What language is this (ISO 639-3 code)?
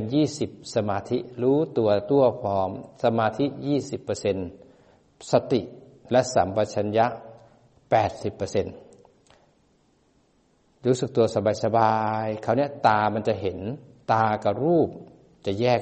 tha